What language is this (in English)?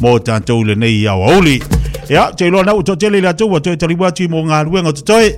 Samoan